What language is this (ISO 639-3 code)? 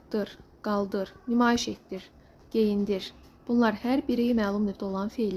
aze